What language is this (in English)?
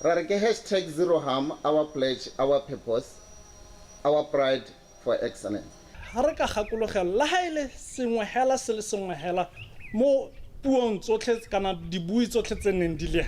Tswana